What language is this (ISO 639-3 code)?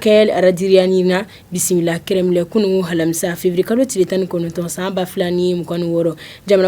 bam